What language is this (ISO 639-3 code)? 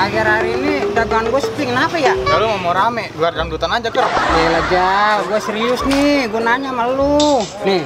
bew